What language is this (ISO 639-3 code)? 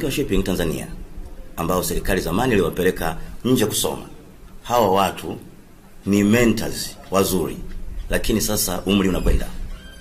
swa